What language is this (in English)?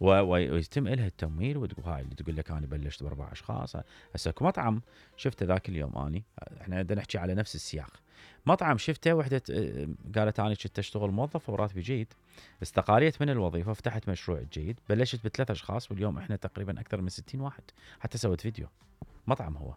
Mesopotamian Arabic